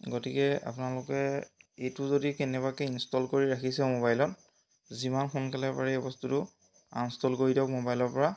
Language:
Assamese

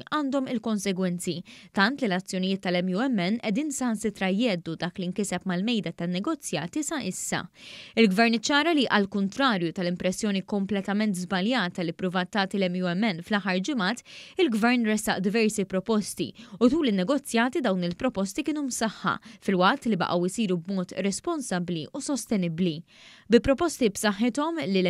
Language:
Maltese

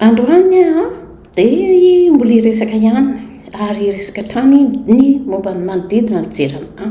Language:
Malagasy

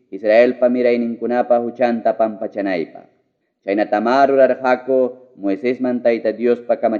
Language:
Ayacucho Quechua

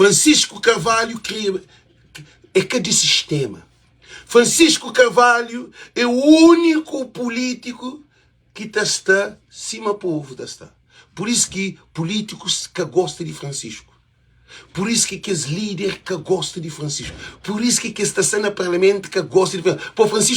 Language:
Kabuverdianu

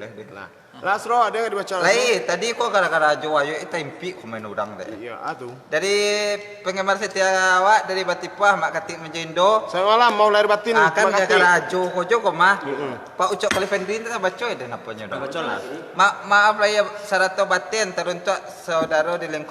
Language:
Minangkabau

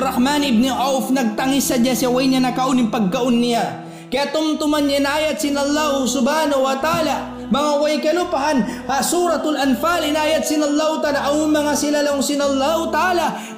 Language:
Tausug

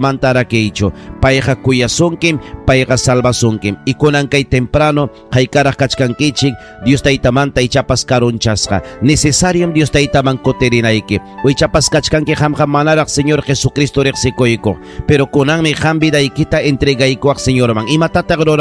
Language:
Ayacucho Quechua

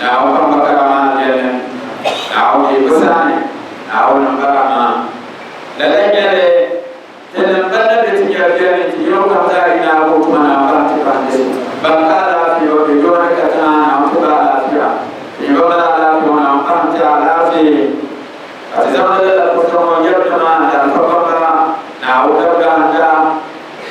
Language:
Dagbani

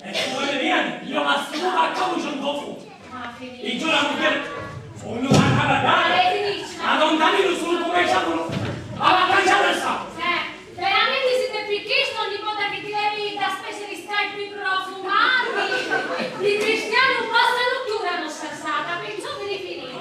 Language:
Sicilian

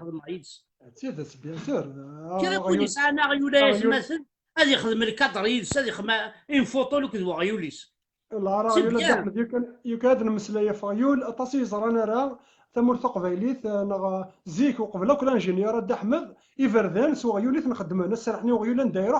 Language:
Kabyle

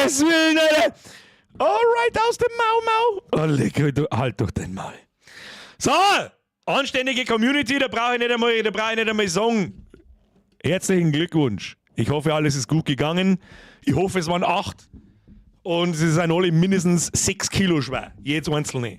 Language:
Bavarian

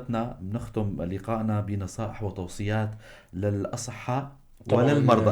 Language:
North Levantine Arabic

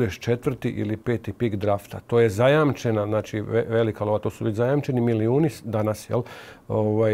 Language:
Croatian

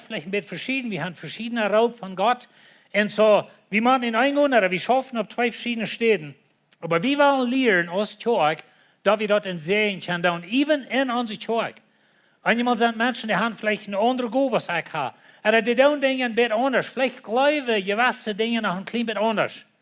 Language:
Plautdietsch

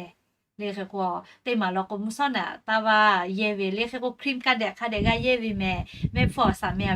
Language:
Lahu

